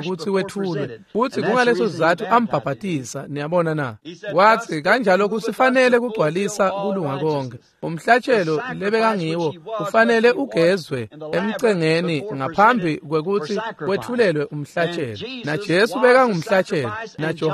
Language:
Swati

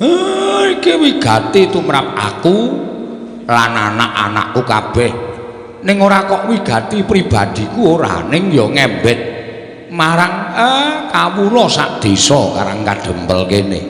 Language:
Javanese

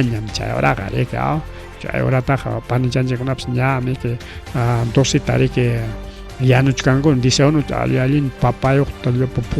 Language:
Ayacucho Quechua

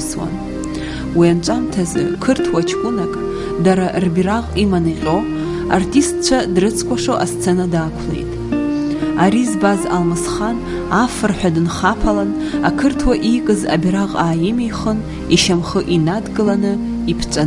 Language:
Abkhazian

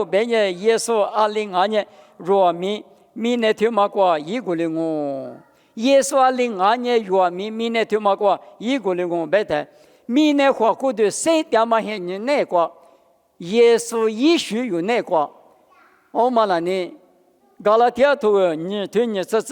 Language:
Lisu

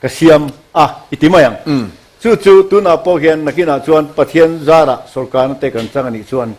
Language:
Mizo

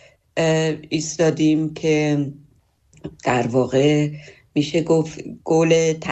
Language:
Persian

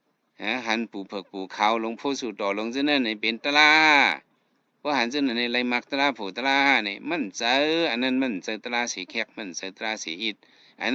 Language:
Shan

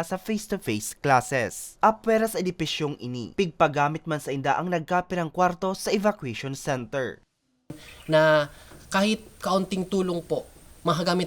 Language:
Bikol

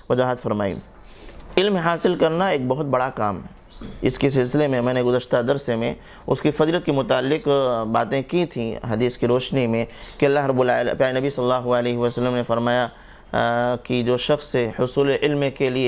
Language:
Urdu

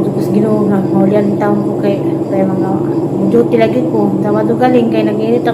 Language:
Cebuano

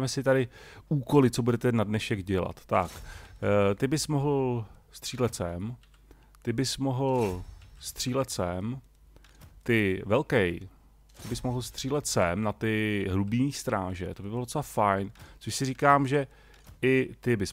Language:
Czech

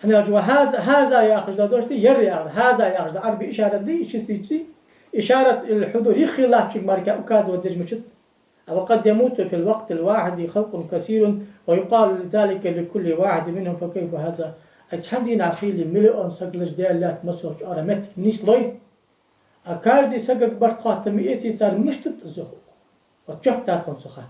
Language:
Ingush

